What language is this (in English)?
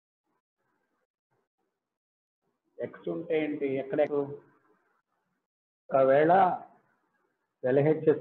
Telugu